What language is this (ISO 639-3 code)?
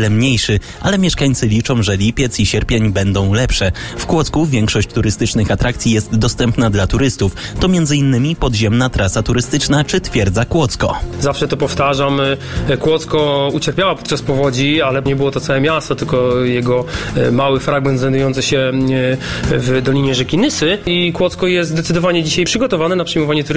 pol